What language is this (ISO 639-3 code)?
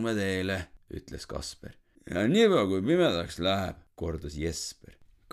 est